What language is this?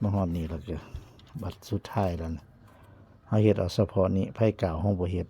Northeastern Thai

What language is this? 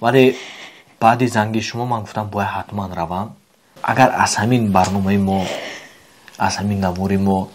Tajik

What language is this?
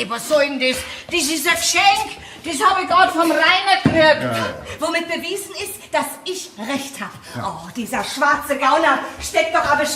Bavarian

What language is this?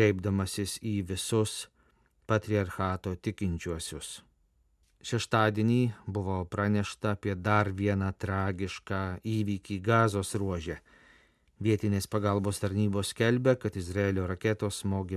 Lithuanian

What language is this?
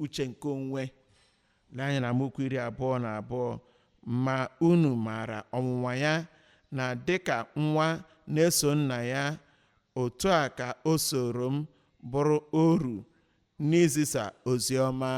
Igbo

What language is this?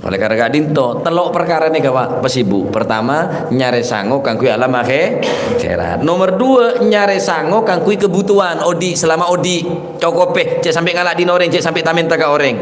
Madurese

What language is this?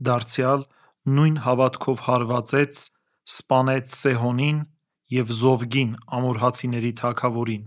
Armenian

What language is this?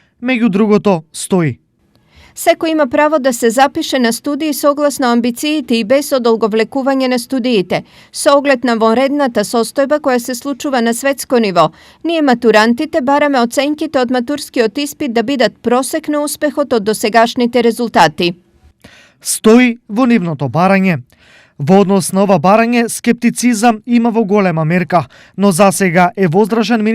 Macedonian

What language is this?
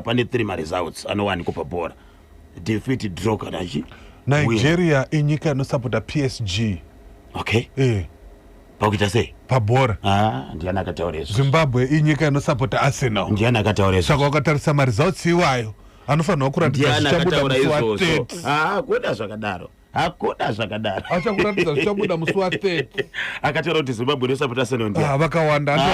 Shona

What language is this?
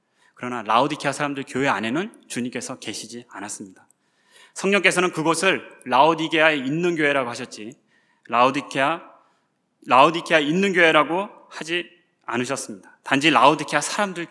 Korean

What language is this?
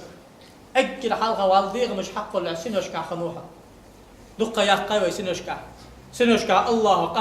Ingush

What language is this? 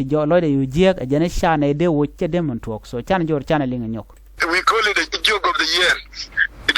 Nuer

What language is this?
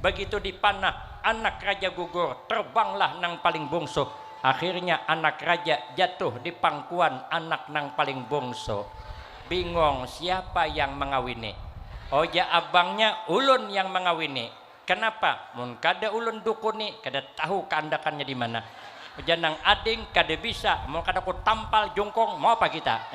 Banjar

